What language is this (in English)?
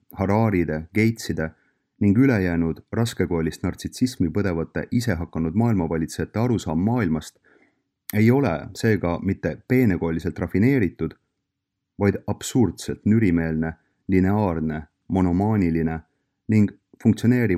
Estonian